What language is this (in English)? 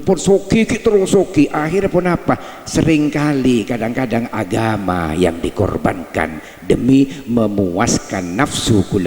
Madurese